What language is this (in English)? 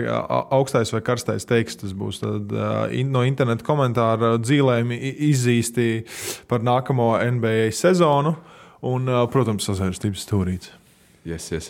Latvian